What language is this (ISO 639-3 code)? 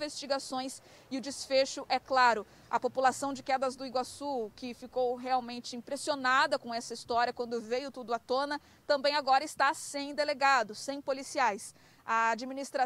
por